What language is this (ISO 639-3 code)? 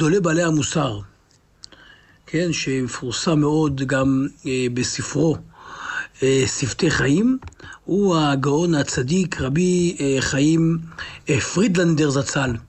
heb